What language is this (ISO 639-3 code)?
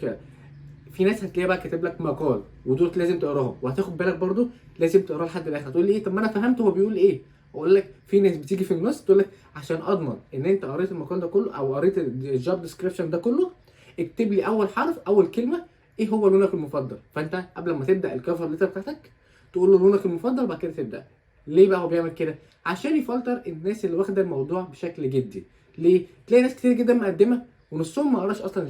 arz